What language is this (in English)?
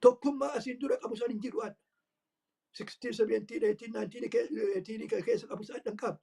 Oromo